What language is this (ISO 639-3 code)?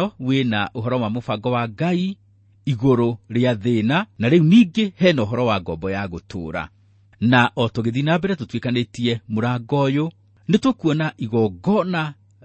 kik